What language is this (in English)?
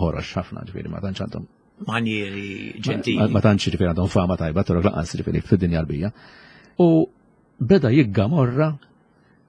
Maltese